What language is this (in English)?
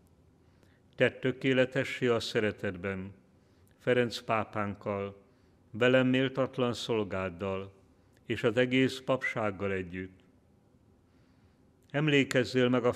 Hungarian